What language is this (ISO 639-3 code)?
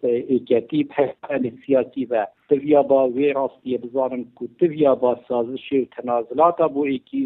kur